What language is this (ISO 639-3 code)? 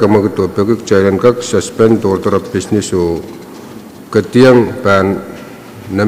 pon